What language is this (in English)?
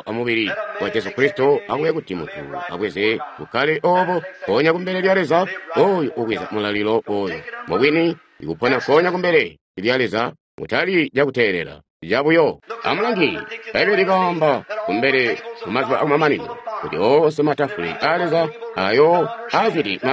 Tonga (Zambia)